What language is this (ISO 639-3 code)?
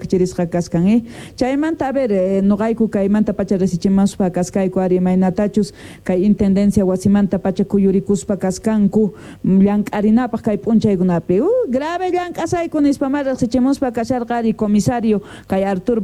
que